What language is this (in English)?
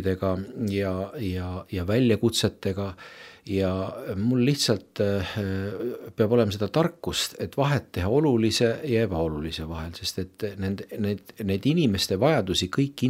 Estonian